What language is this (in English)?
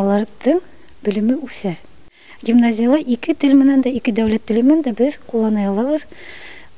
Tatar